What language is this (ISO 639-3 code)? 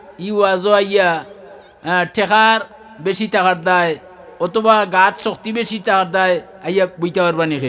syl